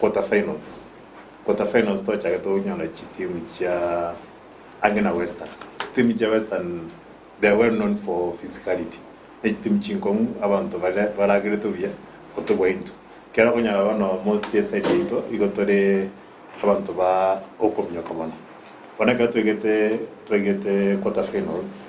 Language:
Gusii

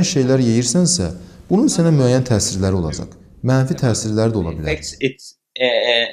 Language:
Azerbaijani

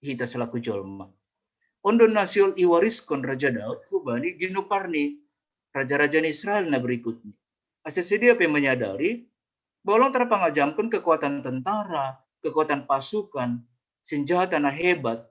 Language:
Batak Simalungun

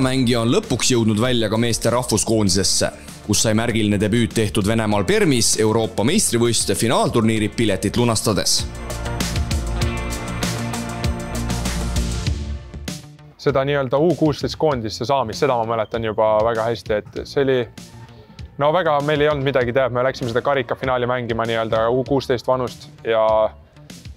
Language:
Estonian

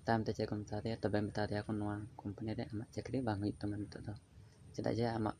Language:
Santali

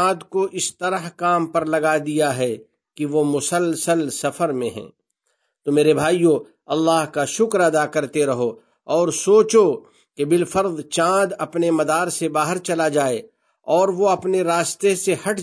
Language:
Urdu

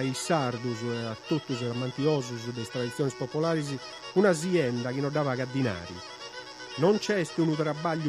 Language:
Sardinian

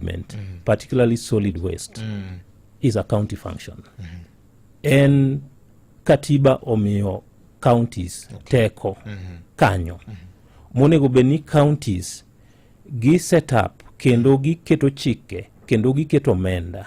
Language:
Luo (Kenya and Tanzania)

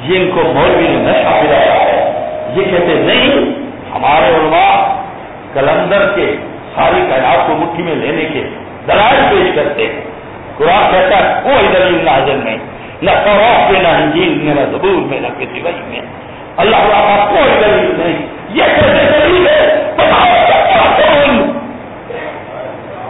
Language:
Urdu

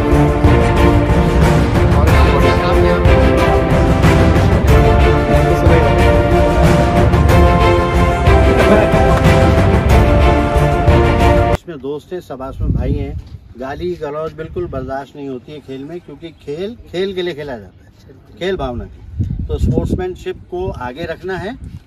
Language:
Hindi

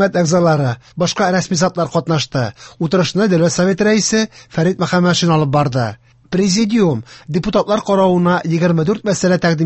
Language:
Tatar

